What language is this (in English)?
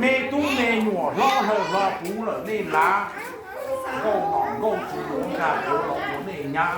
Hmong